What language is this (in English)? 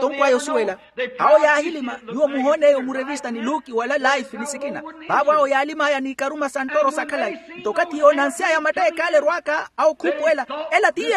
Makhuwa